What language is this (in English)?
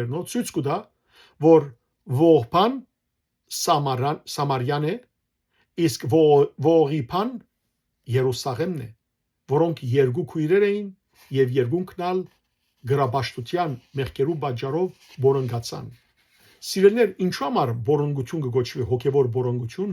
Western Armenian